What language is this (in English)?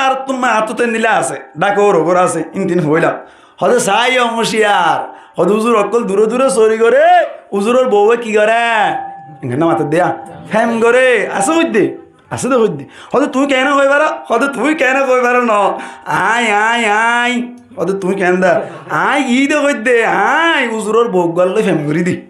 Rohingya